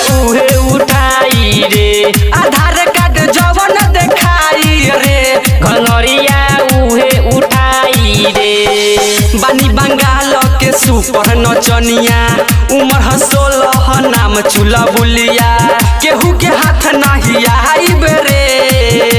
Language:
Bhojpuri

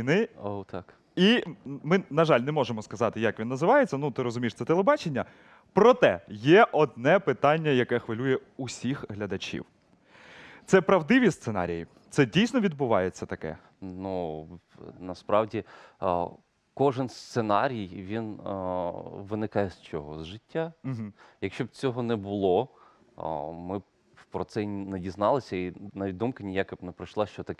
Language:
Ukrainian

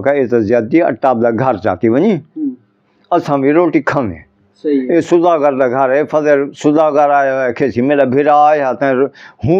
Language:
Saraiki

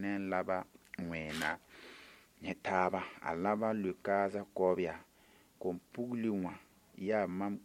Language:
Mossi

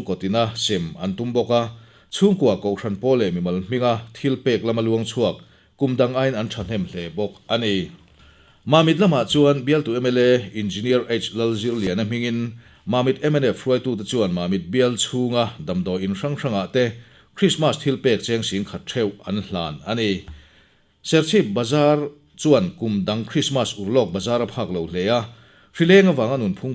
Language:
Mizo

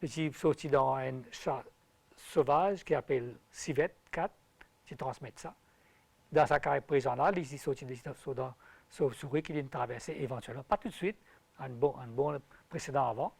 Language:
Morisyen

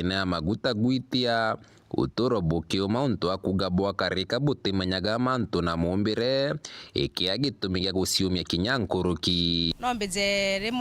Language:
Meru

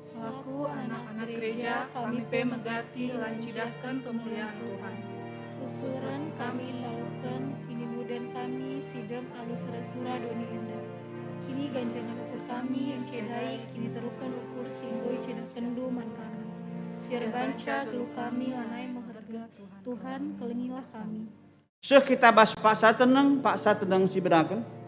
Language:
Batak Karo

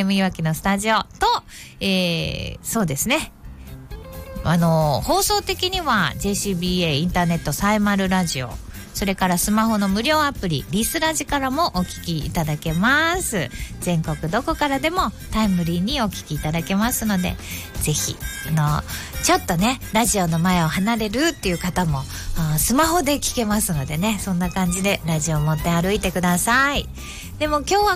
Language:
Japanese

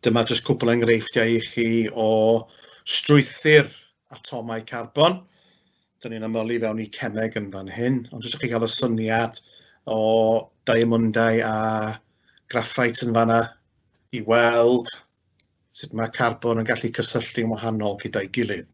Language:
Welsh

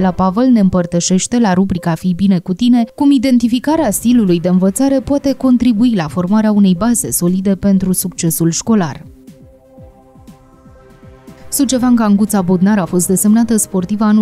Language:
Romanian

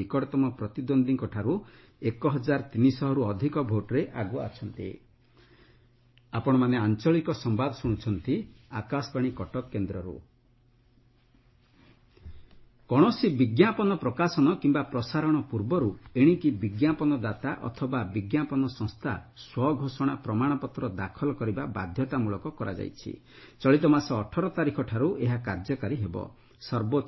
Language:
Odia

